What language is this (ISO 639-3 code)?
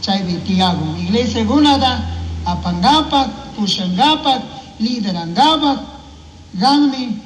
qug